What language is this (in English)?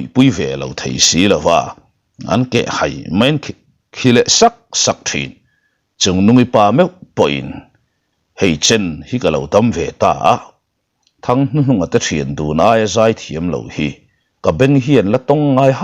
Mizo